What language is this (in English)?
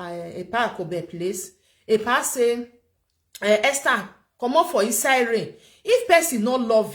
Nigerian Pidgin